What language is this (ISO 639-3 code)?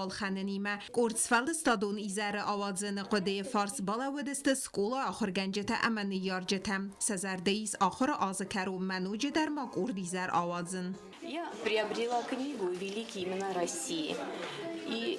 oss